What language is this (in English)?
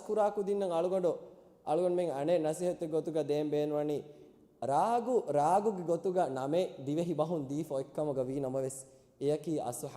Divehi